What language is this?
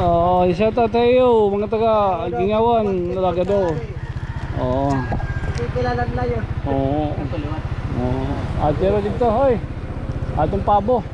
Waray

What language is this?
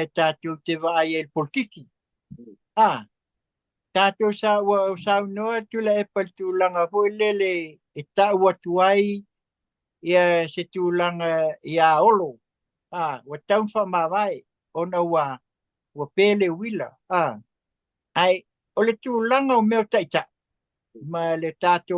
Samoan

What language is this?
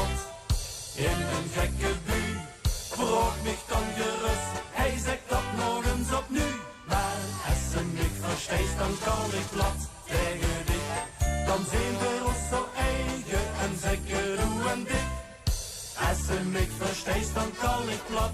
Limburgish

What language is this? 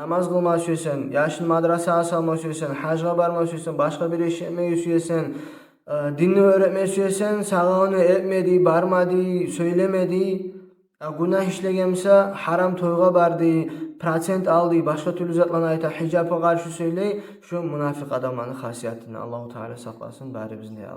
Kumyk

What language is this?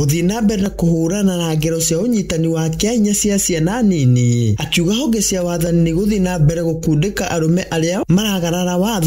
Kikuyu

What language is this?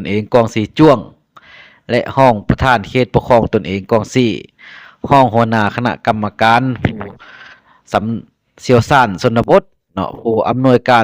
Lao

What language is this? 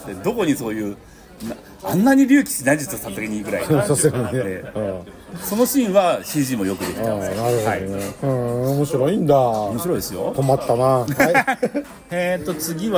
Japanese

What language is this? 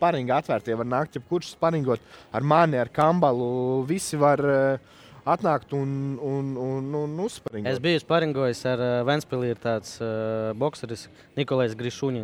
Latvian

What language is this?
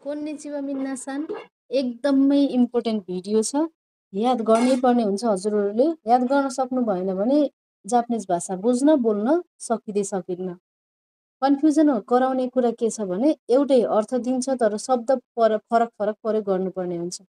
Nepali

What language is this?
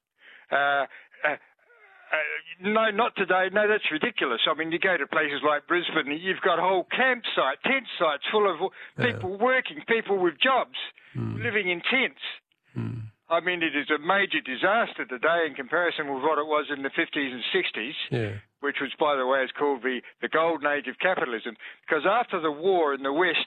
English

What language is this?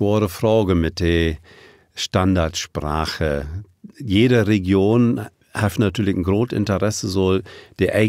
Low German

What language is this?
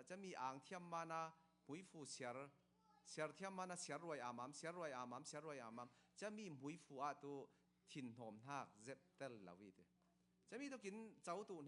Falam Chin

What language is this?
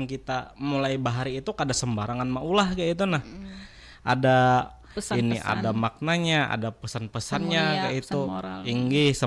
Banjar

